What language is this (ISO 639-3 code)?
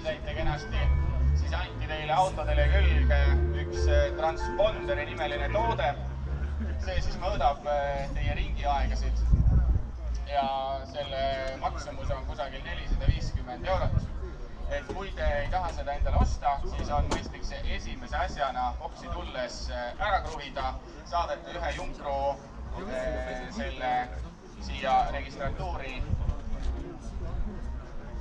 est